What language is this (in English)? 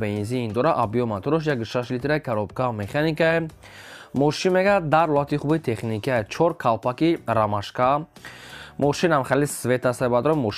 Tajik